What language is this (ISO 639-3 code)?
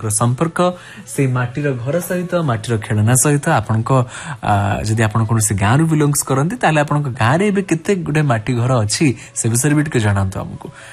ori